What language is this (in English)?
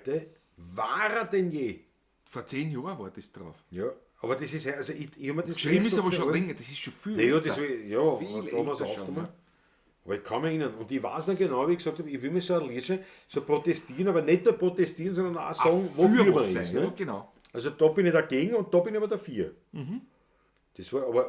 Bavarian